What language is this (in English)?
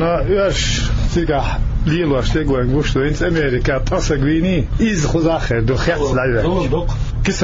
Chechen